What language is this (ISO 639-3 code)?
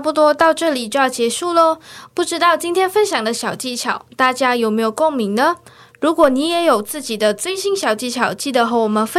zho